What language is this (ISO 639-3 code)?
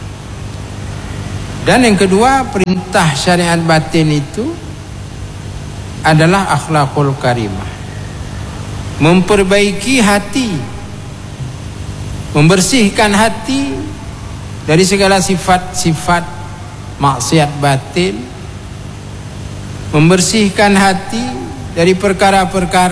ind